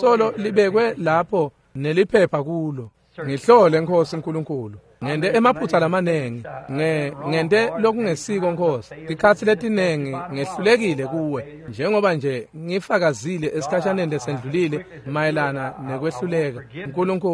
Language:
Swati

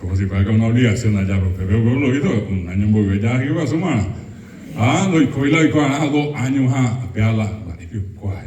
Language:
Guarani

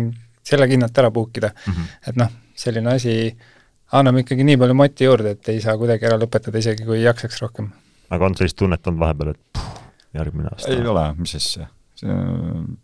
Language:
Estonian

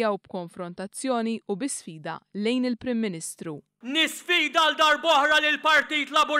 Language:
Maltese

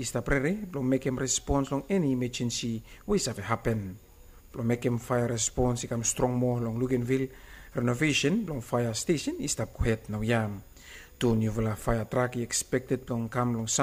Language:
Bislama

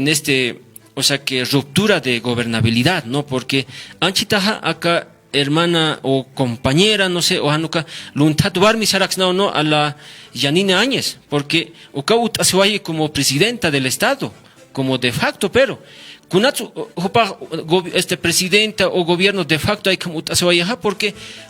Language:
Aymara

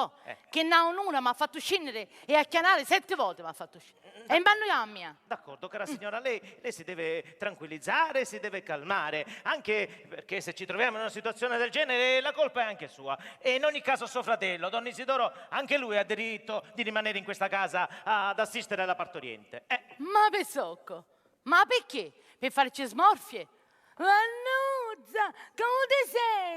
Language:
Sicilian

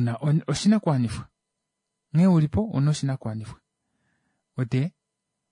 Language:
Kuanyama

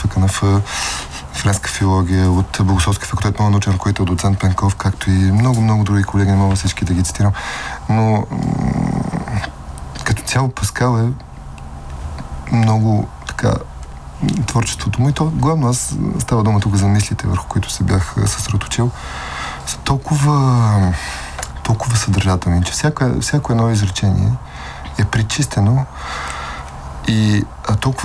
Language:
Bulgarian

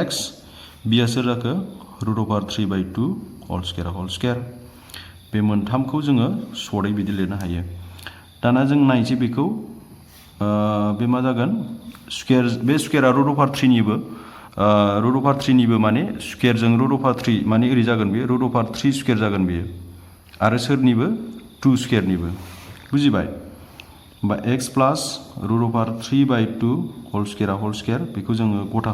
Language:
Bodo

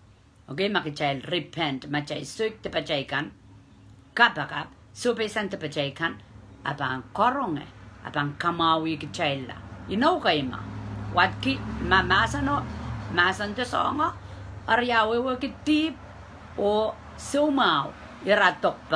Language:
Pohnpeian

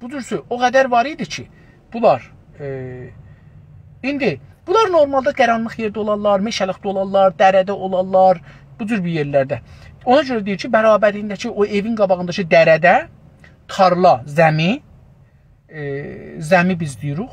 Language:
South Azerbaijani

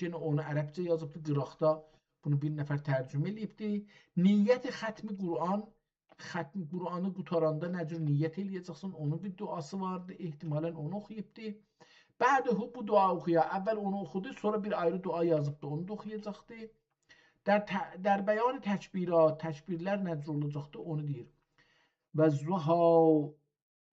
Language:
South Azerbaijani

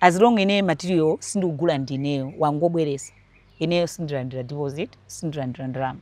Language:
Nyanja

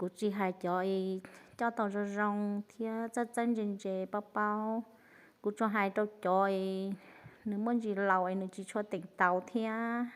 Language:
Hmong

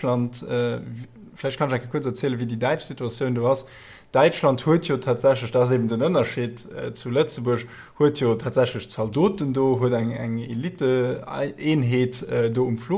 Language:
Luxembourgish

